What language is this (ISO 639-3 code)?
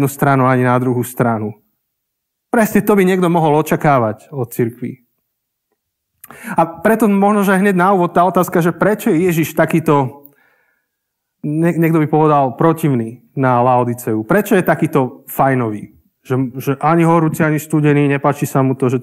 slk